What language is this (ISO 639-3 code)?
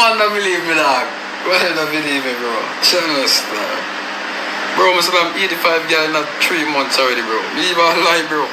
jam